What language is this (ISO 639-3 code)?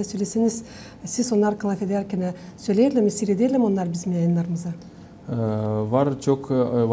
gag